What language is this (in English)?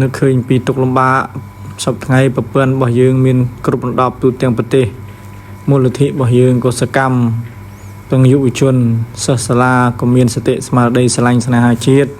Khmer